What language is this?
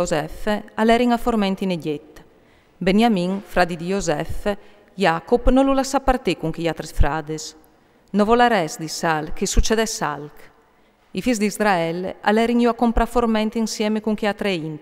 Friulian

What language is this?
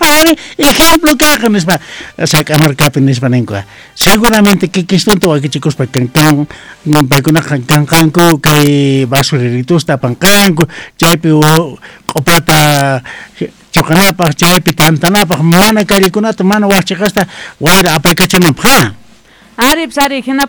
Quechua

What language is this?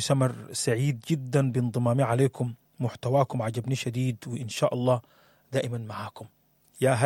Sudanese Arabic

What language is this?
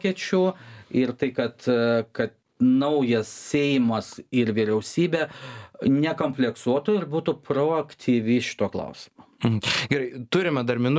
Lithuanian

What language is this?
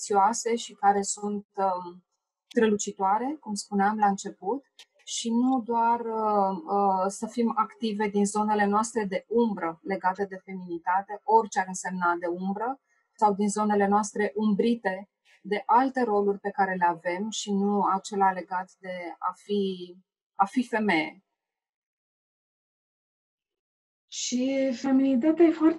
Romanian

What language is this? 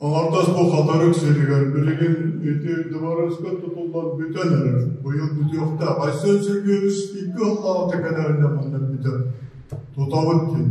Yakut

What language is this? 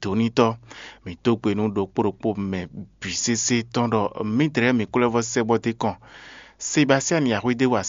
Fon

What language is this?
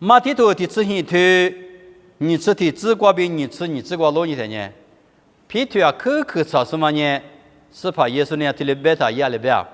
Lisu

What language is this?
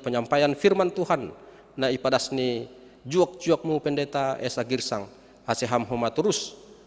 Batak Simalungun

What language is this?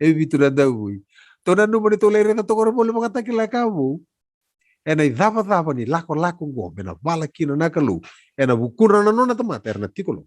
Fijian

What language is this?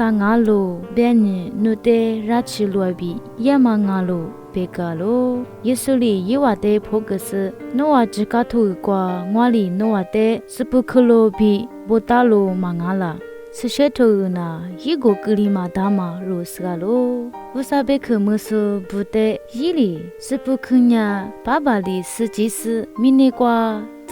Lisu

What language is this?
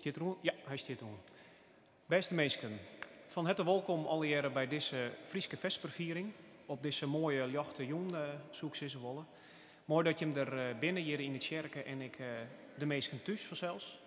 Western Frisian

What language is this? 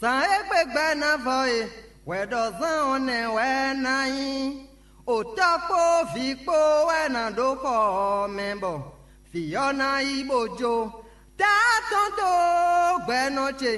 Fon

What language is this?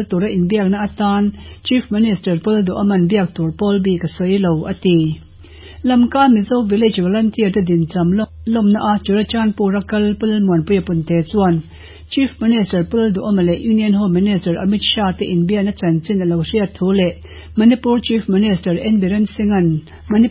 Mizo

